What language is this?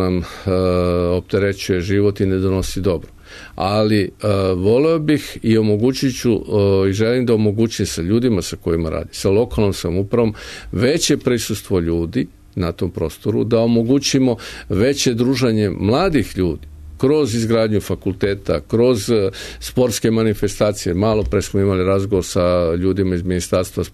Serbian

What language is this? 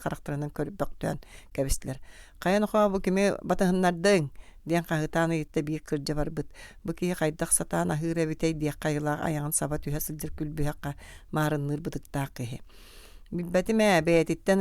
Yakut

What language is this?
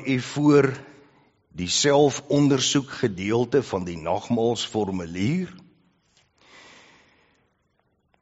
Afrikaans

